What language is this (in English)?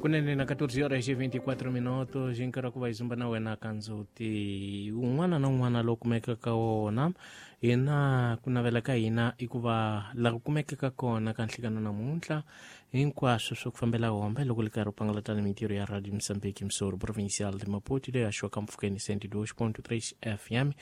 Tsonga